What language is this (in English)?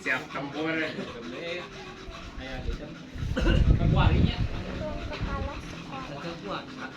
Sundanese